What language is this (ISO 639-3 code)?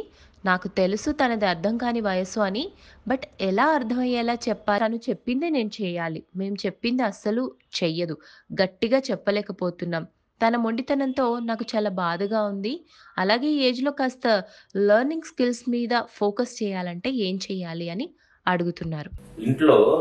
tel